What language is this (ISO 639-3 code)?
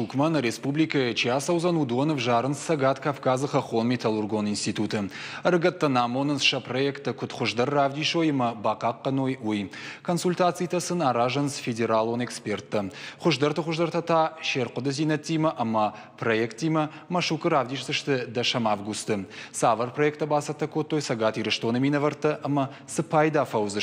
oss